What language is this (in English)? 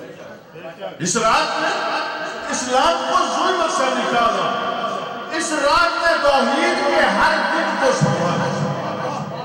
Urdu